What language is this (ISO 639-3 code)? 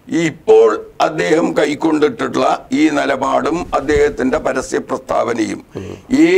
mal